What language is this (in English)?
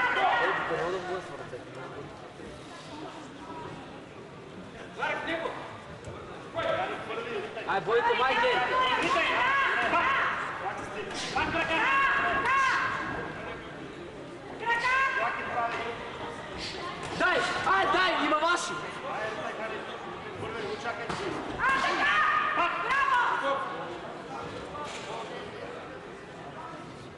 Bulgarian